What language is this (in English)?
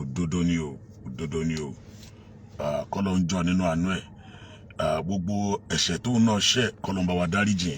Yoruba